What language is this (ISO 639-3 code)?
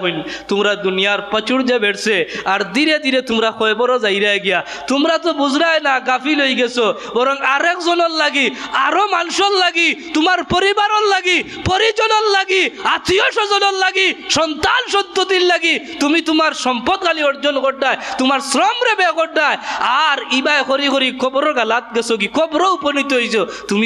syl